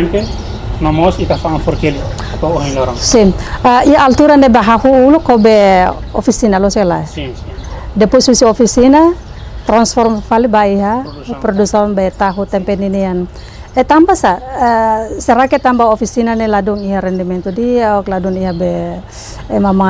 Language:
Tetum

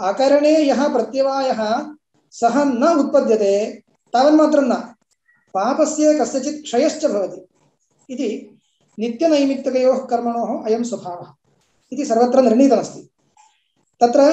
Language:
Sanskrit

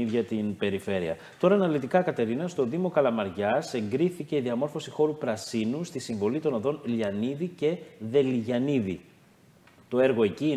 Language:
Greek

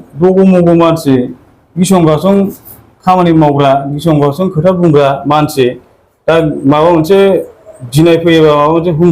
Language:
Bodo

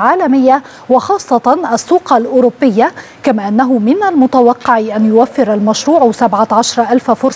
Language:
Arabic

